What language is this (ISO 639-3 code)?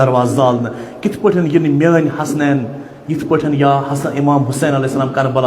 kas